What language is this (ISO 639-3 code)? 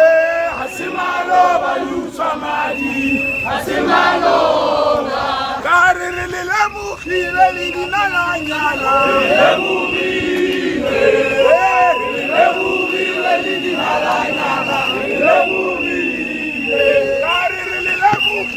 tsn